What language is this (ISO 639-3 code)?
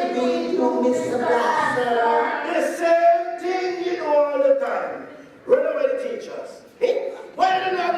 jam